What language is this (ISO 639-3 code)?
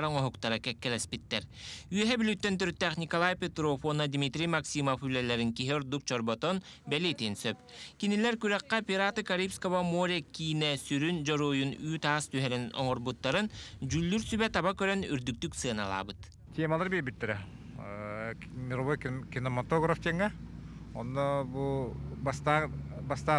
sah